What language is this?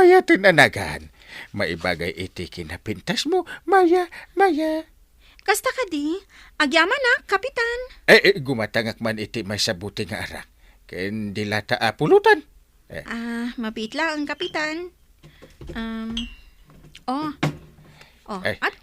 Iloko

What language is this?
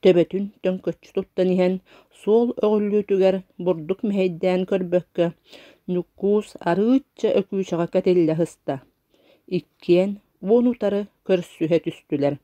Yakut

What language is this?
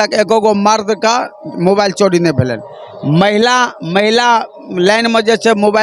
Maithili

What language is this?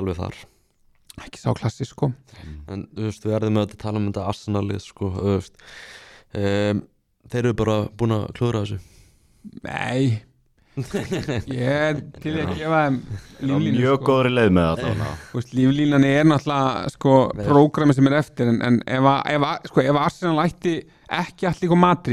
Icelandic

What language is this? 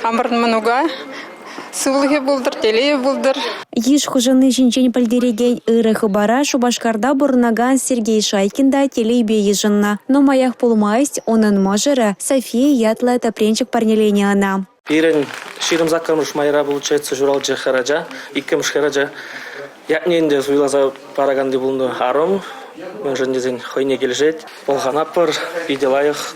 Chuvash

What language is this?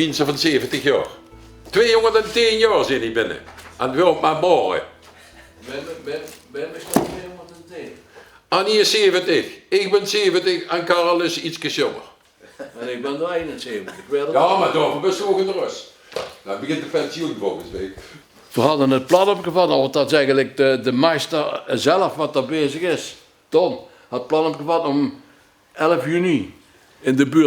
Limburgish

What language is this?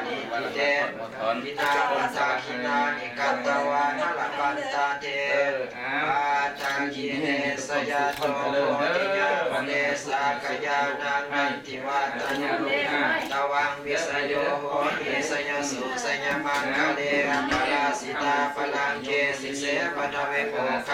Pali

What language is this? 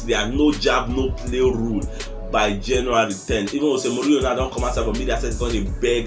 Nigerian Pidgin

